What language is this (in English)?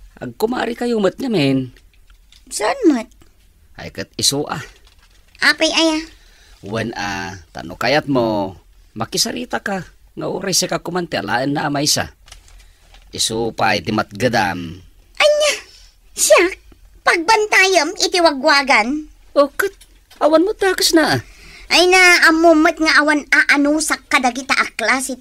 Iloko